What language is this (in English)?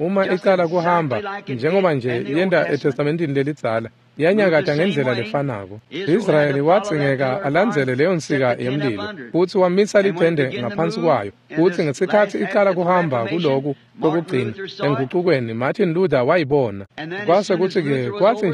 Swati